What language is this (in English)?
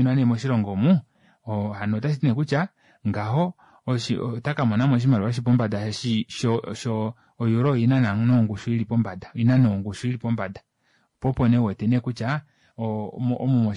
Kuanyama